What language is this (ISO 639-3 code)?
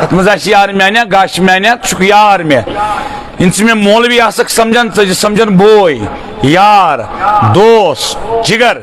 kas